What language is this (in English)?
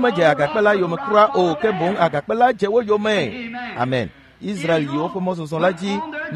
Ewe